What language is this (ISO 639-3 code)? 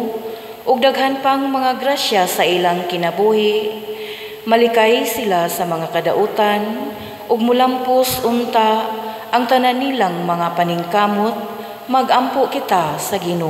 ceb